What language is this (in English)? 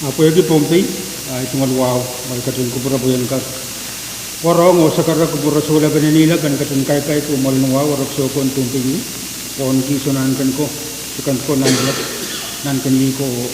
Pohnpeian